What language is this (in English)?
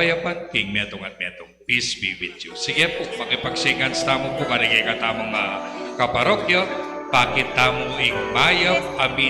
Pampanga